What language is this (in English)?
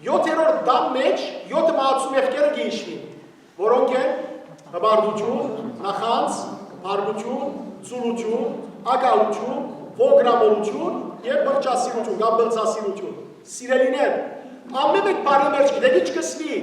Western Armenian